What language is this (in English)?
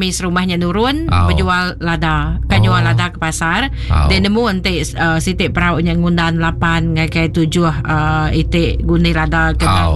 Iban